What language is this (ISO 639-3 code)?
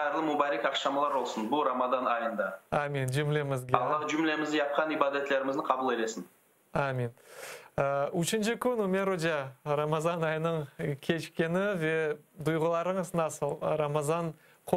crh